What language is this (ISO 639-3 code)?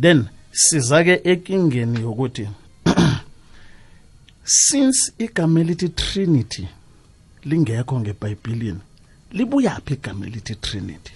nbl